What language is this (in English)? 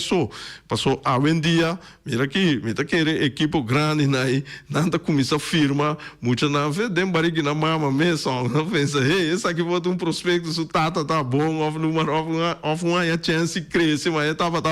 Papiamento